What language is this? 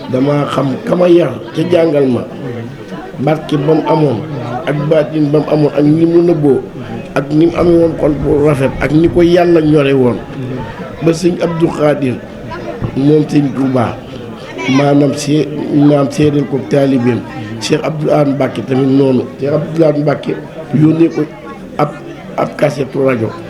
Wolof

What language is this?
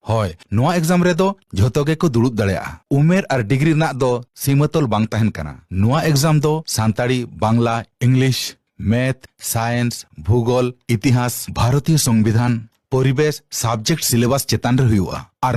Santali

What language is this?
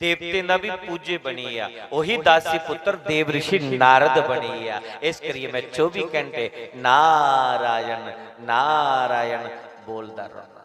Dogri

